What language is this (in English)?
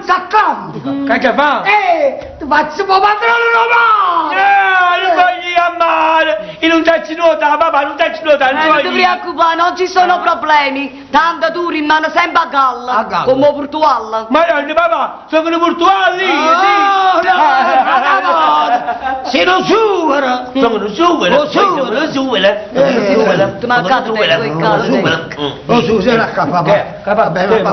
Neapolitan